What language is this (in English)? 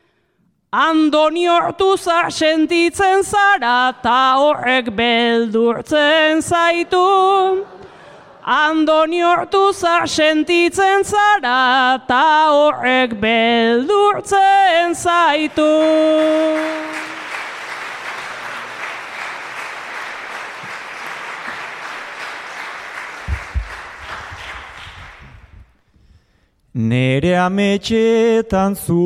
Basque